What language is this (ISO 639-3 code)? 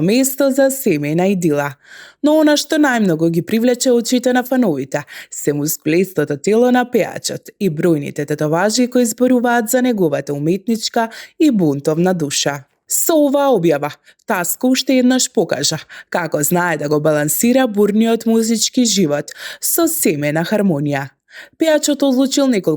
mkd